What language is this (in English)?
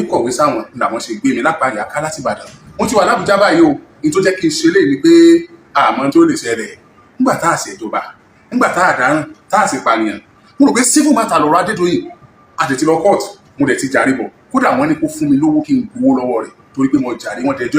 Yoruba